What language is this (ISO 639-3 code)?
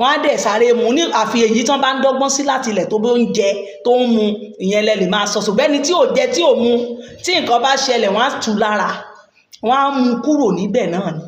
yor